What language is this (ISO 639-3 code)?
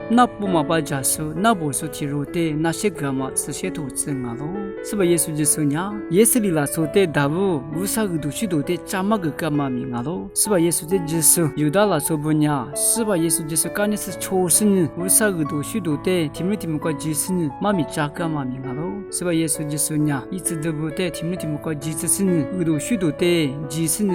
lis